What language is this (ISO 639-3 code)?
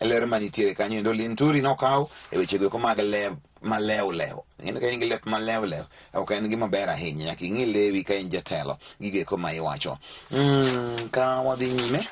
luo